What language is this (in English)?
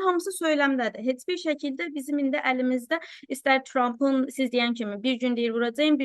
South Azerbaijani